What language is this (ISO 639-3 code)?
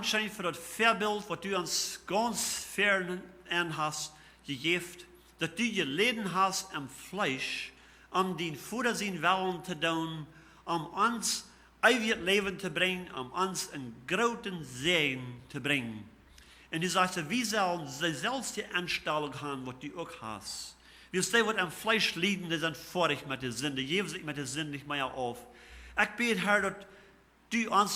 pdt